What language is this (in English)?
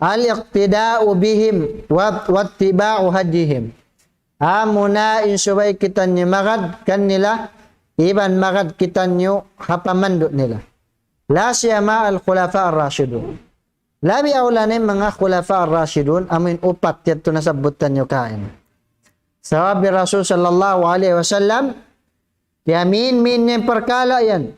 Tausug